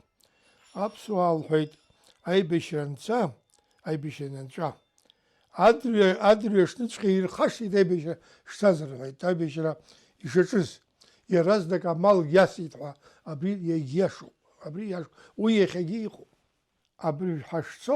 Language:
Abkhazian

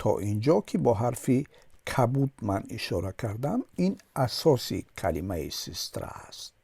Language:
Tajik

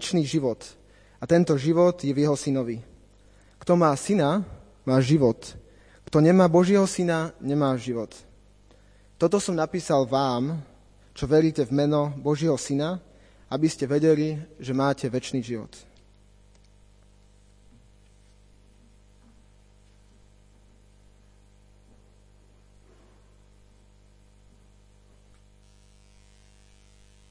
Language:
Slovak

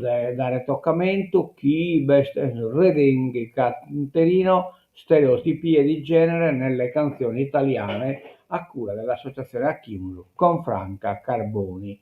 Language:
Sardinian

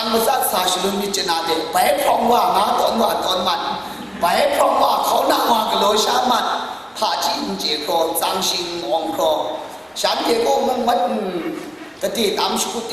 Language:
Kachin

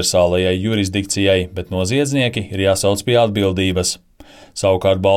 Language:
Latvian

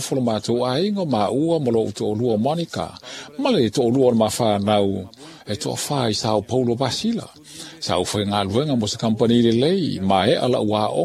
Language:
Samoan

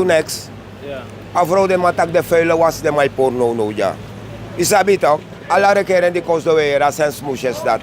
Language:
Sranan Tongo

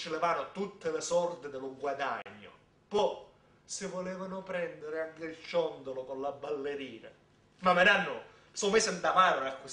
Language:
Sicilian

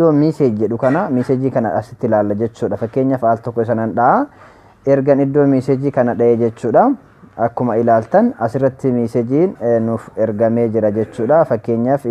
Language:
Oromo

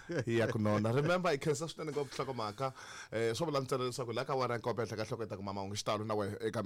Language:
Tsonga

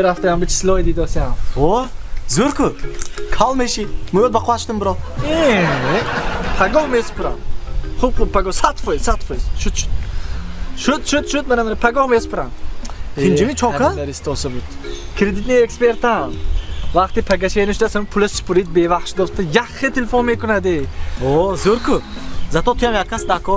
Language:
Tajik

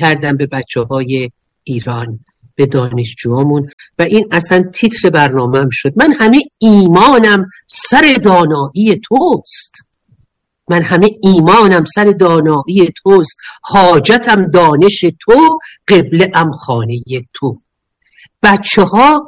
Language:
Persian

